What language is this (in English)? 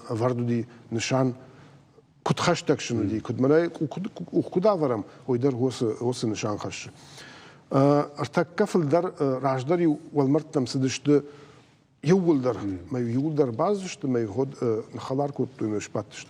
Ossetic